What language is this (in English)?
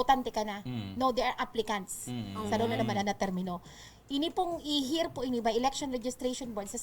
Bikol